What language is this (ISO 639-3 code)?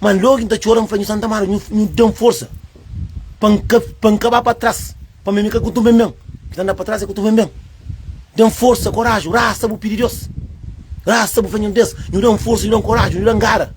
kea